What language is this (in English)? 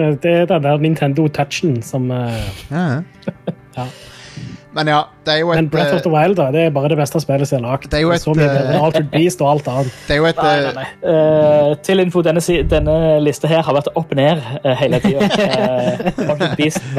Norwegian